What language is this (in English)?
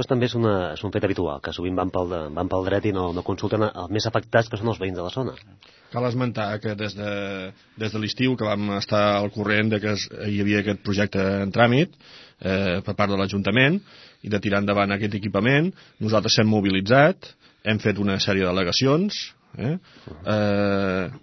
Catalan